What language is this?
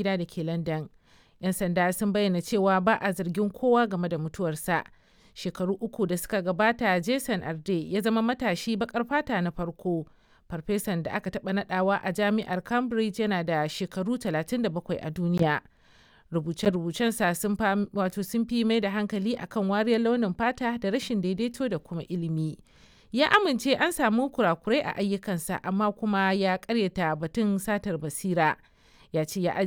Hausa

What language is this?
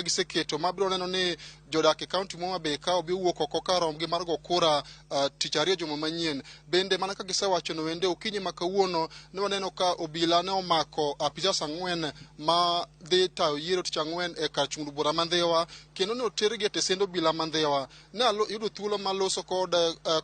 Luo (Kenya and Tanzania)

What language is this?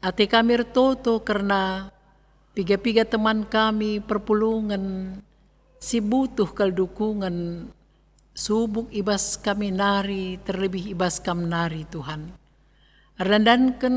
Batak Karo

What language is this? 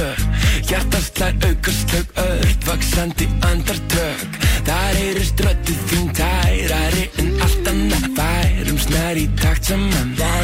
Icelandic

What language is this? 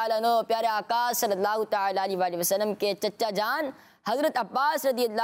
Urdu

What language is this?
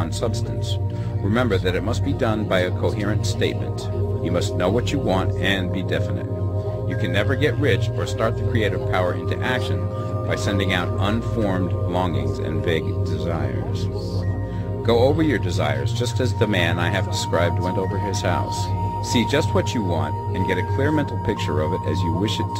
English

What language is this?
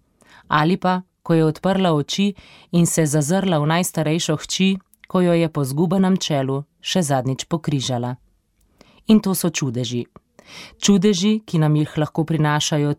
Slovenian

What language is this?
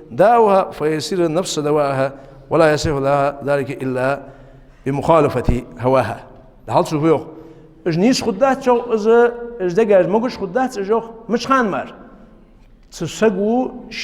Ingush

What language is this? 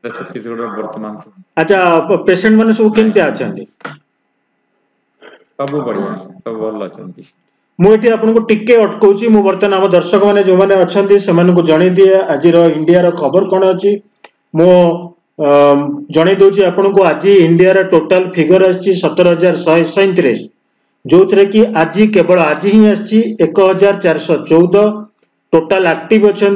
Odia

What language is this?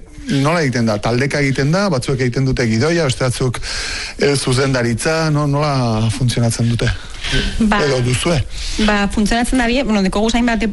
Basque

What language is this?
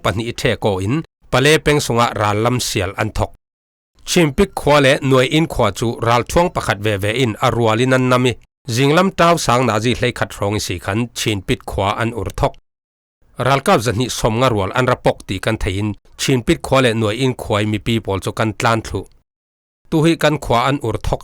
Falam Chin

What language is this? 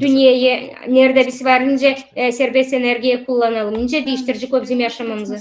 Gagauz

